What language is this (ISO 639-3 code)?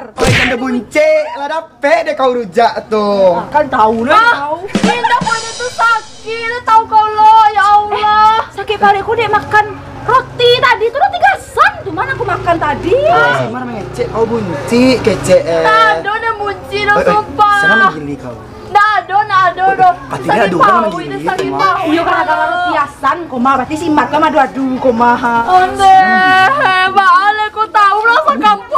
min